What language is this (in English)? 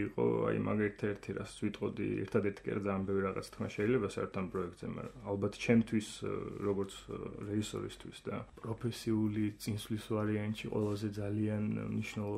Georgian